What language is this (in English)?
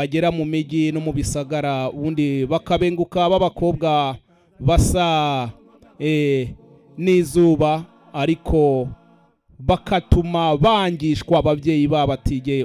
Kinyarwanda